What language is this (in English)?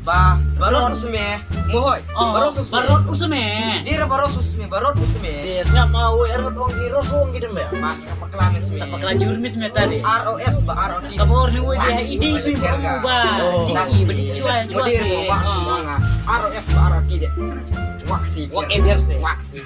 Khasi